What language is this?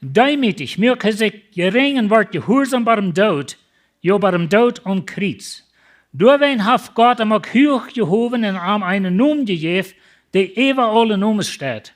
Plautdietsch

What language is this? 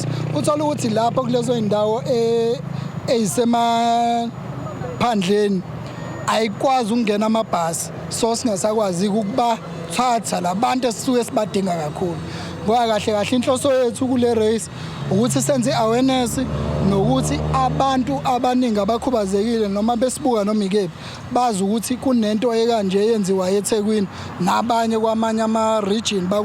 Zulu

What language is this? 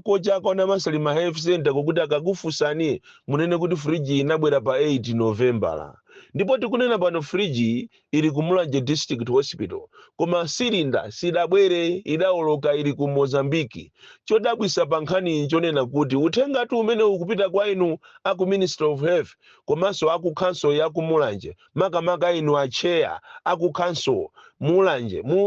Nyanja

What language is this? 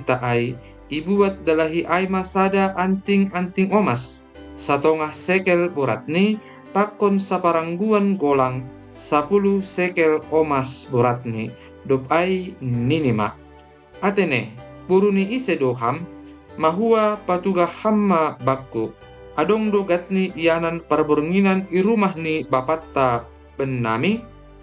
Batak Simalungun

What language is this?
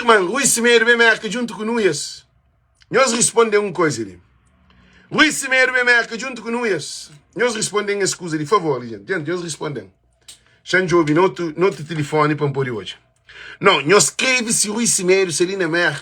Kabuverdianu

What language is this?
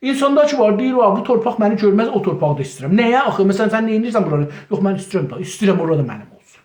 South Azerbaijani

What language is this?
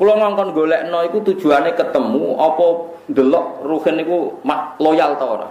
Javanese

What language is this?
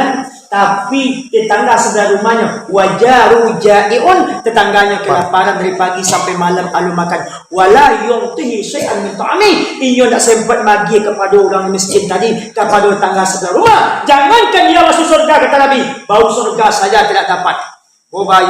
Minangkabau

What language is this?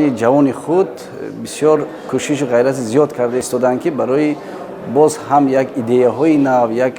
Tajik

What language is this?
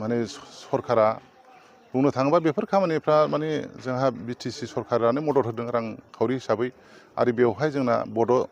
Bodo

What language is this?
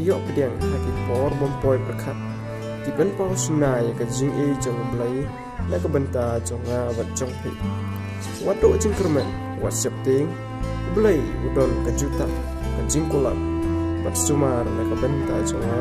Khasi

